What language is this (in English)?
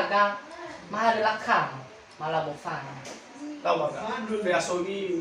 Nias